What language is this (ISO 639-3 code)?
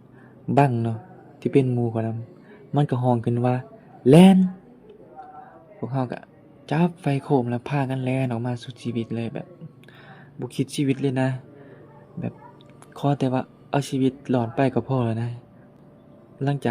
lao